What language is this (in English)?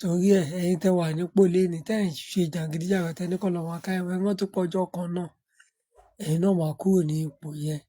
Yoruba